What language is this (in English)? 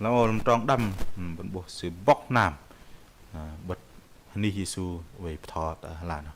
Bahnar